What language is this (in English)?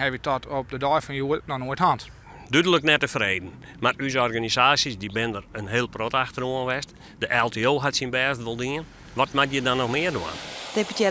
Western Frisian